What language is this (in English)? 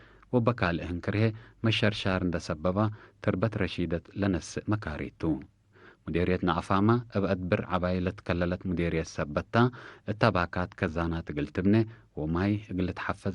Tigre